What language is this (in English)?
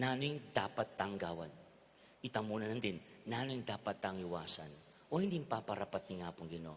Pampanga